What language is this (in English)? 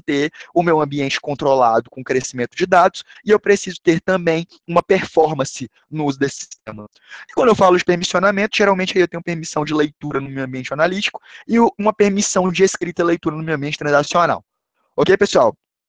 Portuguese